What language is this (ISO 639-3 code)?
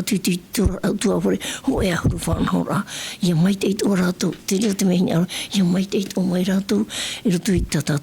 tah